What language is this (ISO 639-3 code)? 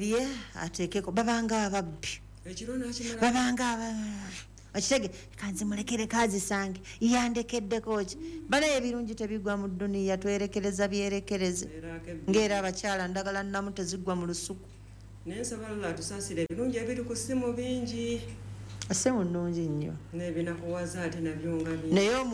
lug